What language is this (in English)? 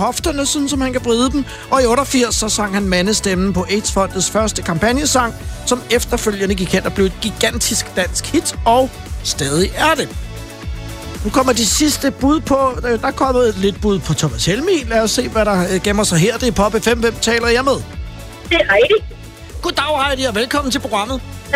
Danish